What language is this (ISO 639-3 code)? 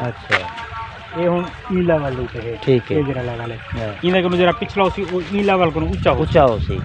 skr